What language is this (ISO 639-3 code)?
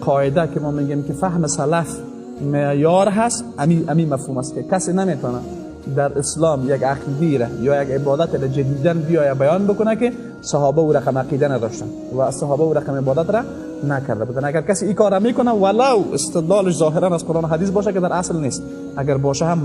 fas